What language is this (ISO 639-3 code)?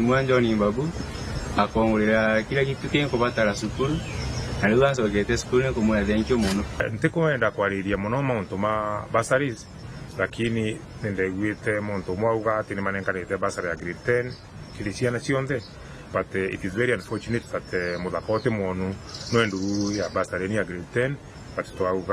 mer